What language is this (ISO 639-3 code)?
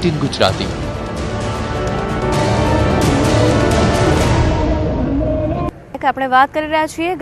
guj